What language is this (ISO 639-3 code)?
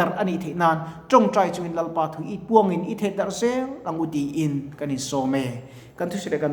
lus